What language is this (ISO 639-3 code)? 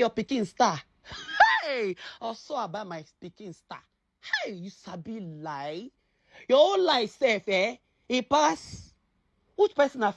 pcm